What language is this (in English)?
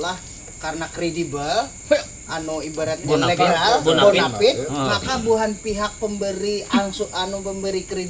Banjar